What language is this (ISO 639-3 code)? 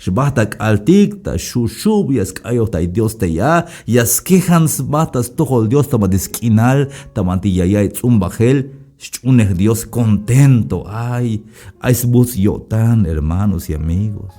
tzh